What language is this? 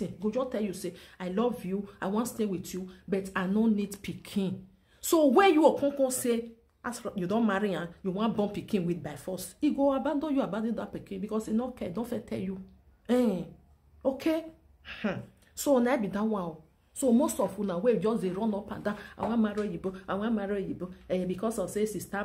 Nigerian Pidgin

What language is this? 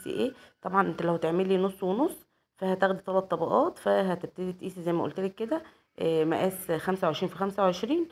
Egyptian Arabic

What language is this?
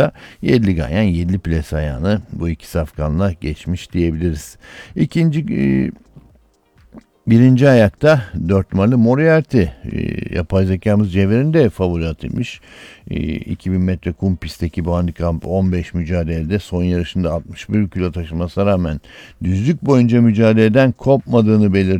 Turkish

